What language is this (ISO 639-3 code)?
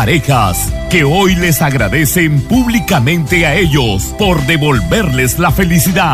spa